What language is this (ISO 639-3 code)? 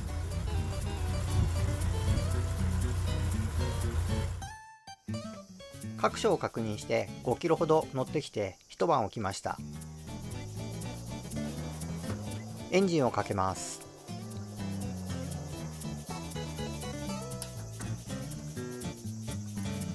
jpn